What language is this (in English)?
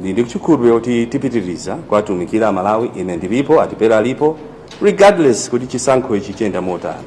Nyanja